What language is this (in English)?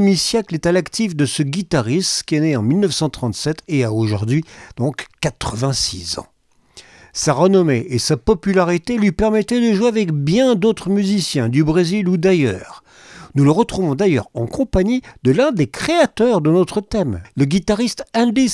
French